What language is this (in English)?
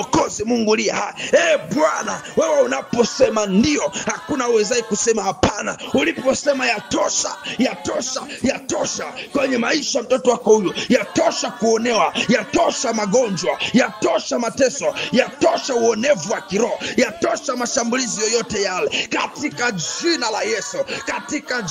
Swahili